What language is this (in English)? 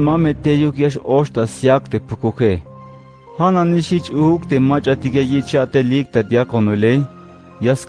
Tzeltal